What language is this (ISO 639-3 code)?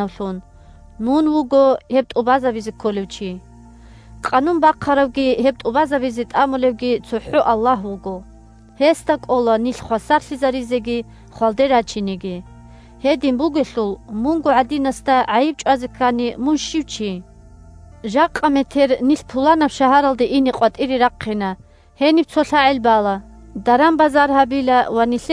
ava